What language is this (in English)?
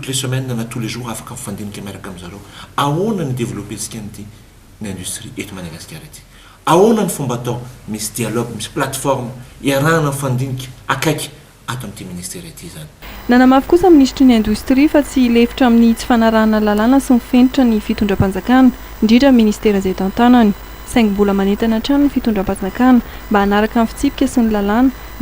Malagasy